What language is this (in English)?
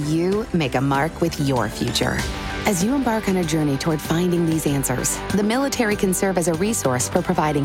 English